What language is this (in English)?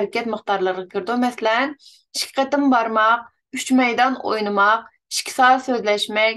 Uyghur